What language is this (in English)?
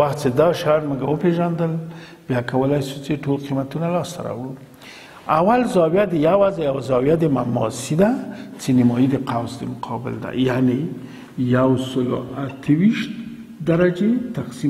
Pashto